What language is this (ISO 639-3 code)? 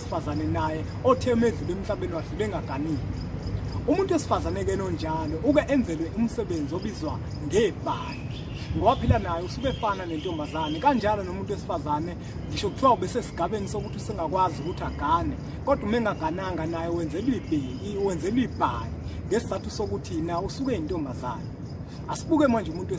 zul